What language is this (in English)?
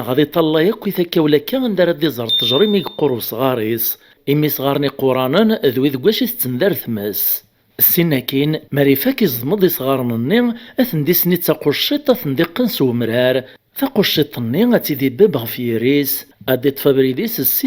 Kabyle